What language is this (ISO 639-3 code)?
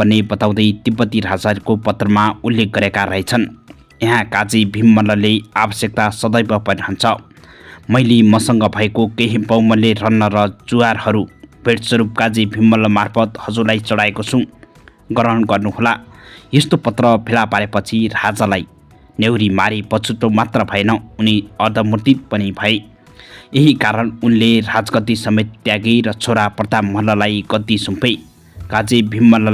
nep